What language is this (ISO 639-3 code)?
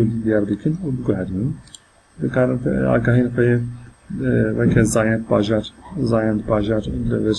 kur